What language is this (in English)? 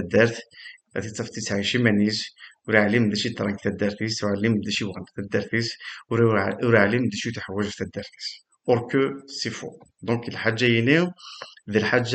Kabyle